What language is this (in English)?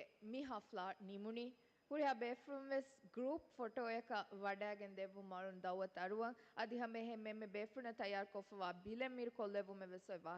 Divehi